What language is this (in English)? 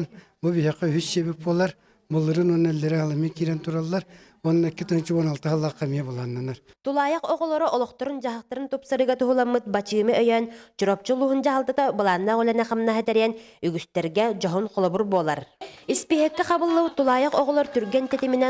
Yakut